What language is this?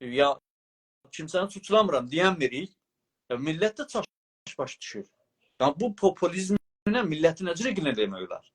South Azerbaijani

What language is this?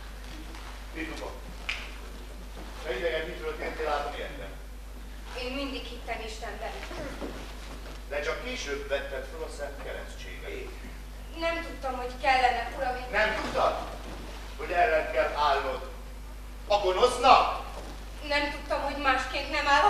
Hungarian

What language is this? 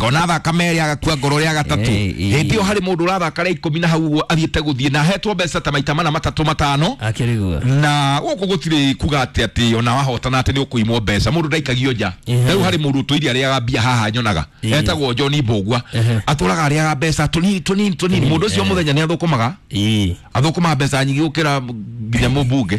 Kikuyu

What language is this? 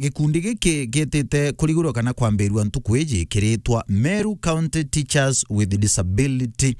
Meru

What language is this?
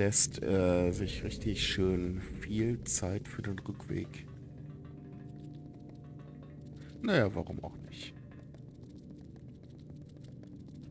German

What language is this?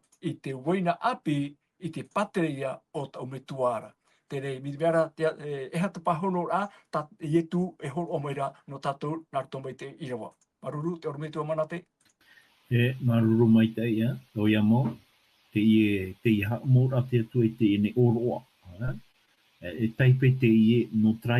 Tahitian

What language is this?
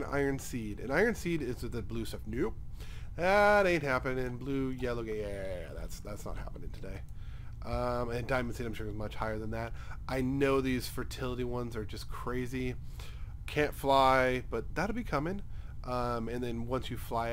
English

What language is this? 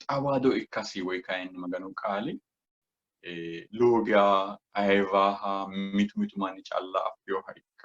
Sidamo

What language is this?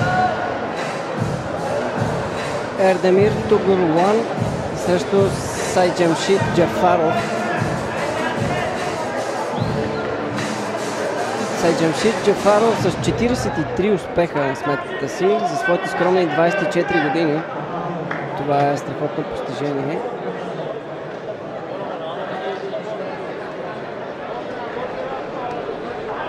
Bulgarian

